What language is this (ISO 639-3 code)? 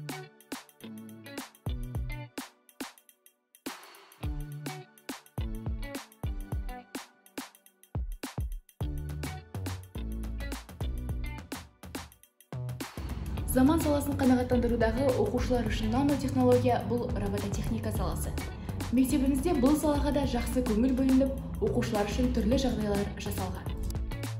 kaz